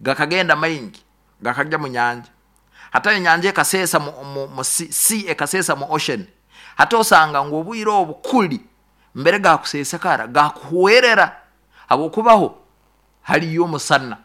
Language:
Nyoro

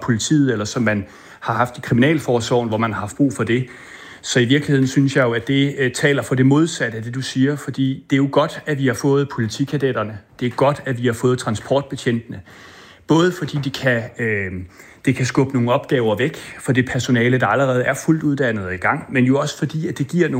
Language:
Danish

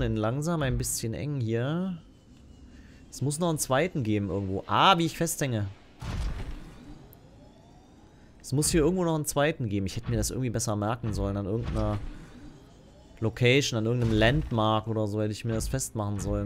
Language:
German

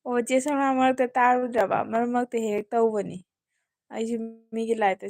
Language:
Manipuri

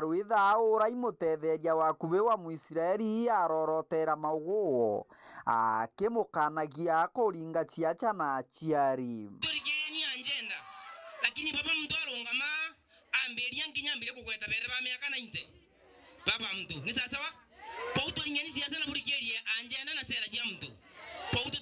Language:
Meru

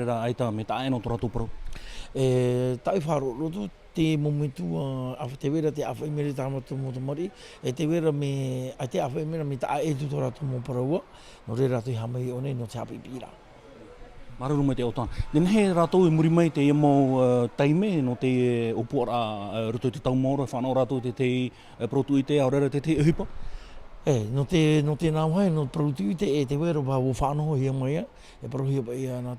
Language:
Tahitian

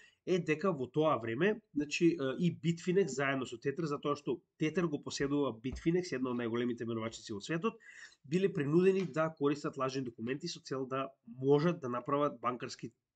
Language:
Macedonian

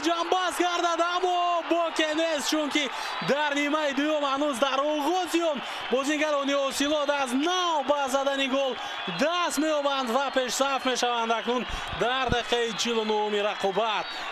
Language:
Tajik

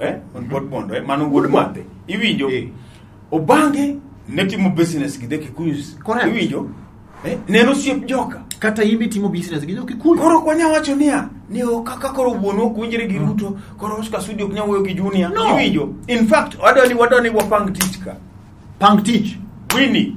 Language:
Luo (Kenya and Tanzania)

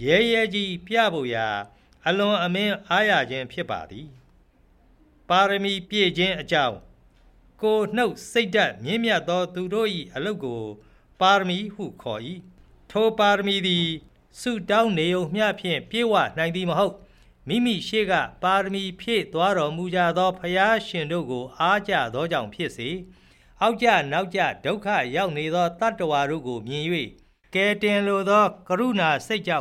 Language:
Burmese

